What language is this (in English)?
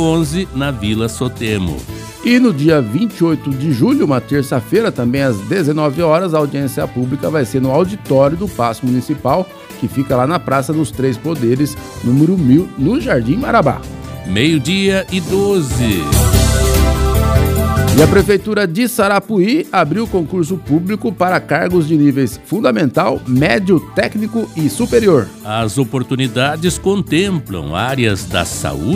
Portuguese